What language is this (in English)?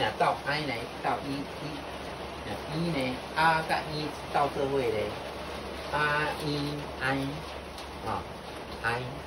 Min Nan Chinese